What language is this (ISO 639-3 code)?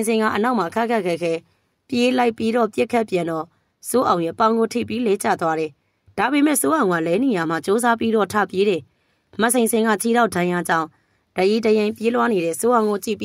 mya